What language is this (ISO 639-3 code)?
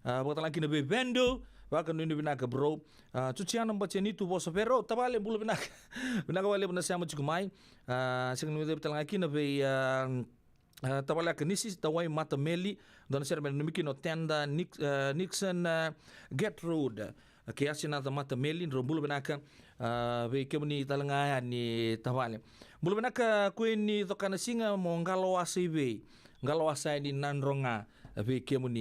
fij